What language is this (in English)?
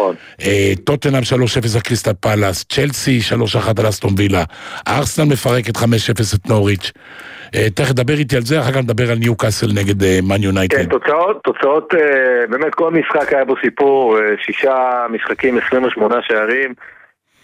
Hebrew